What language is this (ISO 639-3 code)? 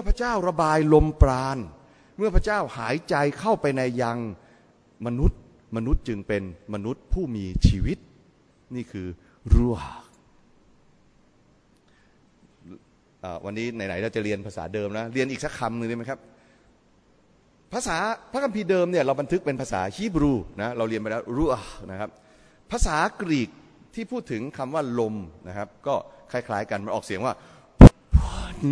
tha